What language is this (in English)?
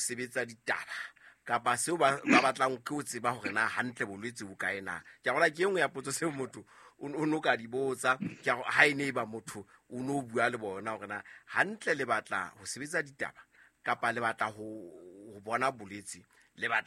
Southern Sotho